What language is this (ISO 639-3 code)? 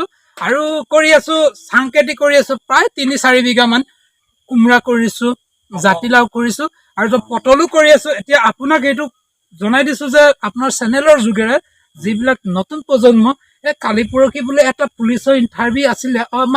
asm